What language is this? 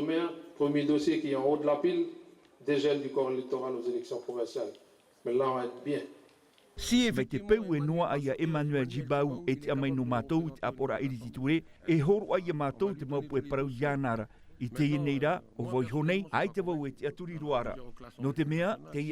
Tahitian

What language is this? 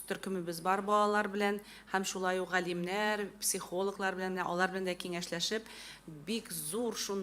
Tatar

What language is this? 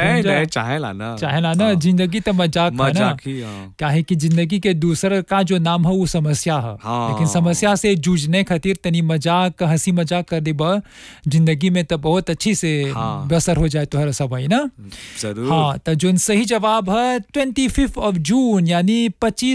Bhojpuri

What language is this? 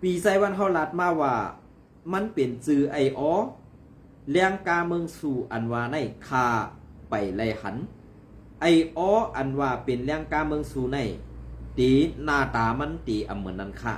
Shan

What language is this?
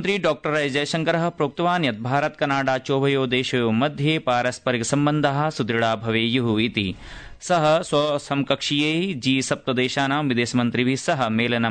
Sanskrit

